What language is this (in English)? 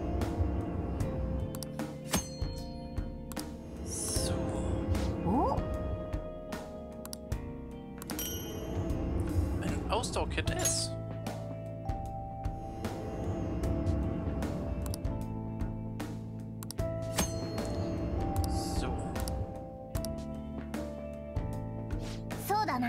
Japanese